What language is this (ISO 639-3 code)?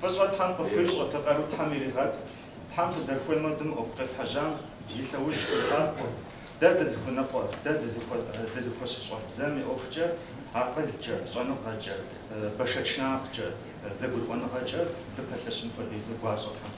kbd